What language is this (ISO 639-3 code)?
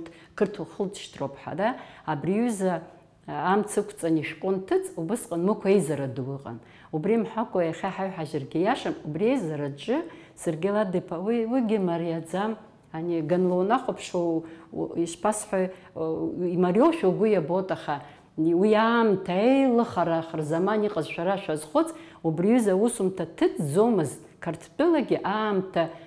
abk